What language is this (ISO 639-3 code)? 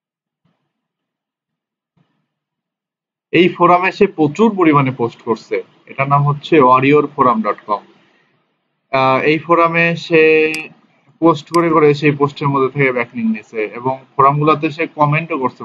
ben